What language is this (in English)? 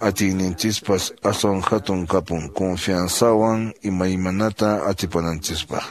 Quechua